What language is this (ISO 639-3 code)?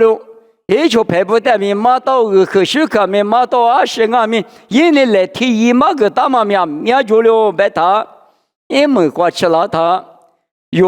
lis